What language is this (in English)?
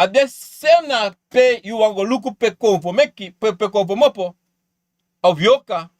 Sranan Tongo